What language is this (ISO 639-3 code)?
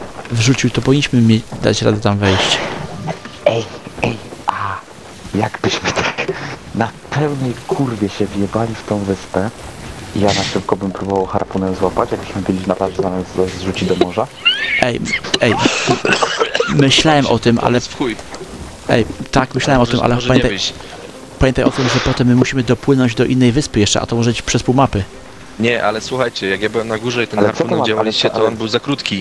pol